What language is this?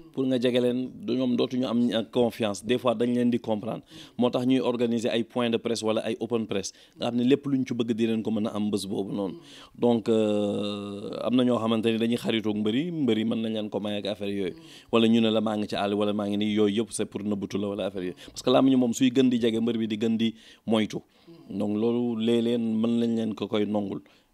Wolof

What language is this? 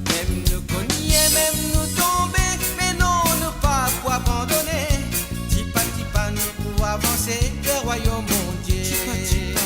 Morisyen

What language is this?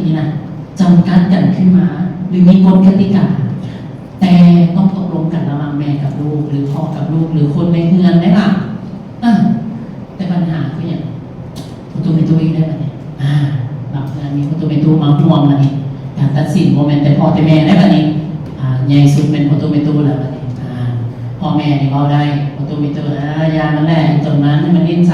Lao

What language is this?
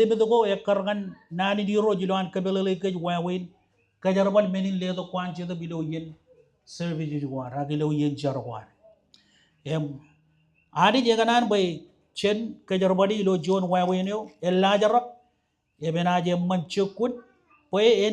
Marshallese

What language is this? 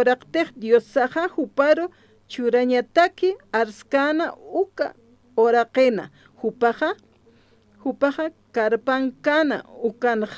Aymara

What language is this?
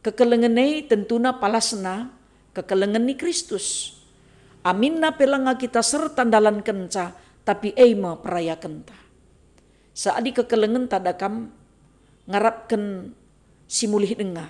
Batak Karo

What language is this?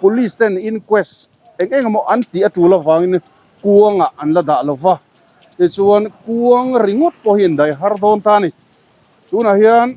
Mizo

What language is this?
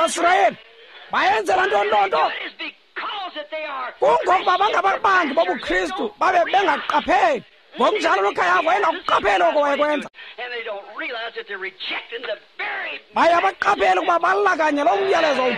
Xhosa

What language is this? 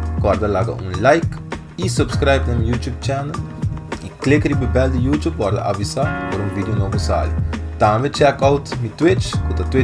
Papiamento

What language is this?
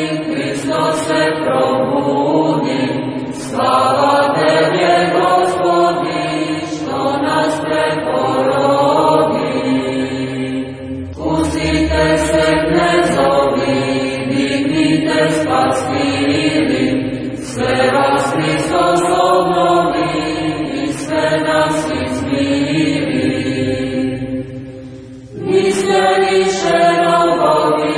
Serbian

